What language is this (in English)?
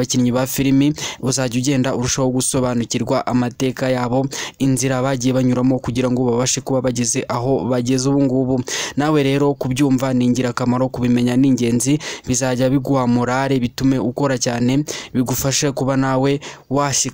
Kinyarwanda